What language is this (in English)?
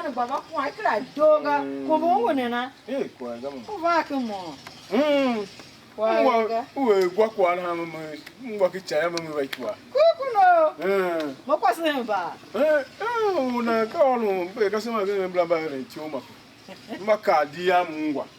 Tiv